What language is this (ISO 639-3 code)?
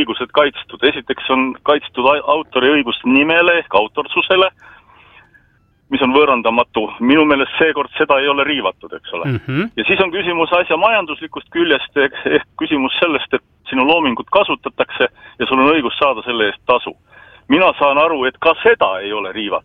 est